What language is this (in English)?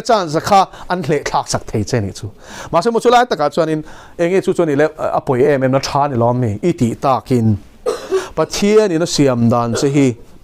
Mizo